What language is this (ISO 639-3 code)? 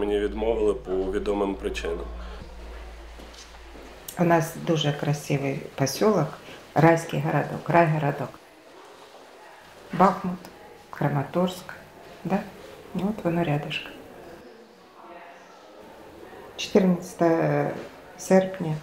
ukr